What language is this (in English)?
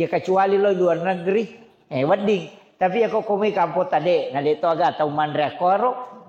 Buginese